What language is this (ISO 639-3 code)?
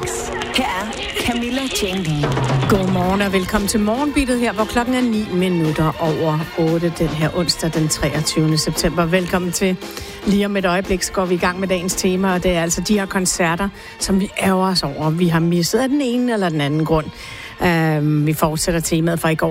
dan